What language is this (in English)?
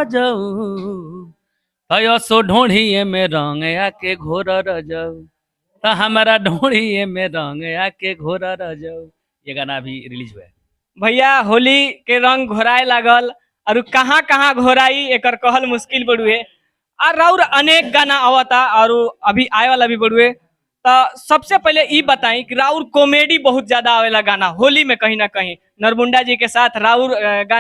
Bhojpuri